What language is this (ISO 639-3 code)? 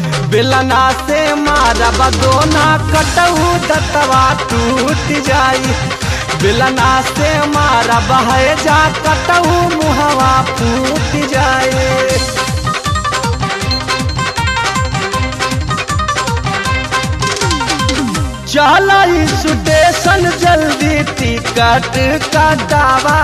bho